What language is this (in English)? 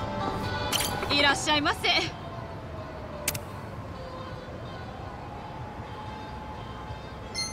Japanese